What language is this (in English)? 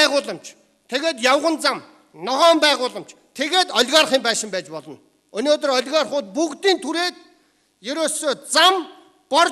Mongolian